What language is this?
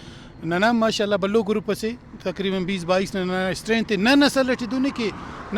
Brahui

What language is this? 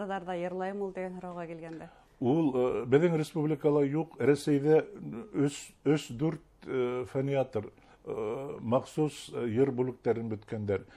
Bashkir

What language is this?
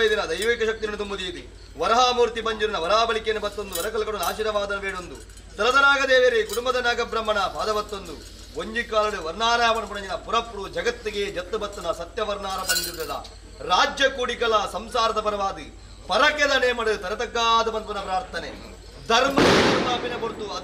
Tulu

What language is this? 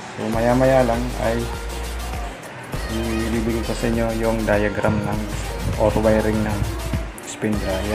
Filipino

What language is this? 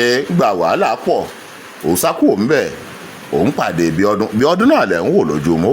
Yoruba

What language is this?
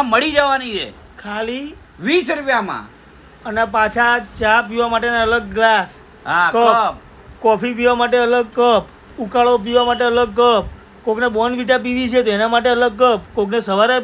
Gujarati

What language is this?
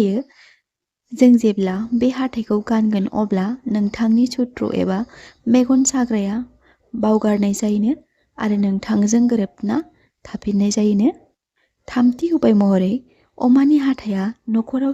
Bodo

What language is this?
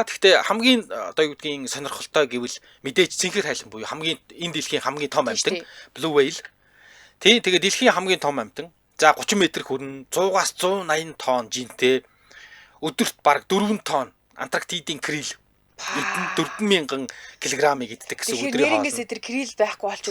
Mongolian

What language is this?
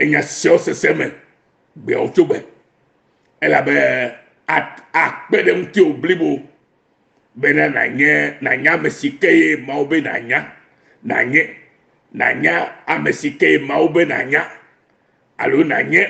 Ewe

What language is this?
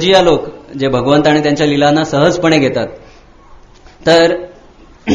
Marathi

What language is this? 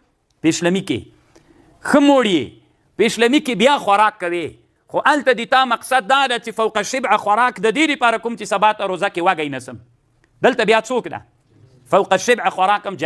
Pashto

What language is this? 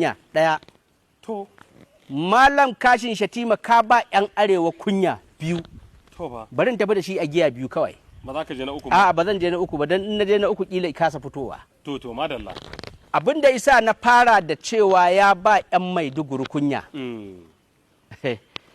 Hausa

